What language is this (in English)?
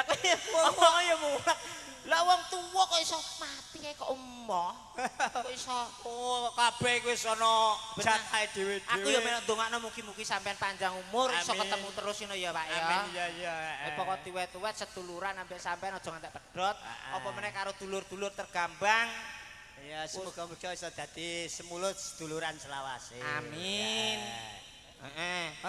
Javanese